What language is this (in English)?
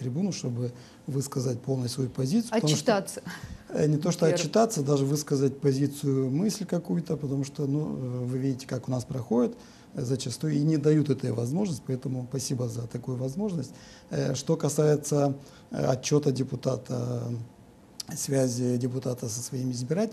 Russian